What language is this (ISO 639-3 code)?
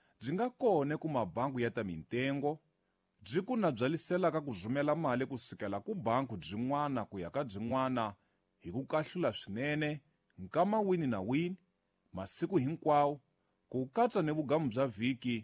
tso